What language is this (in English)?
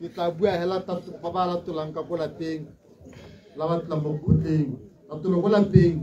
Tswana